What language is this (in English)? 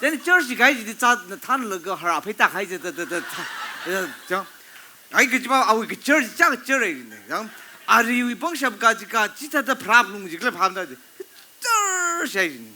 Tangkhul Naga (India)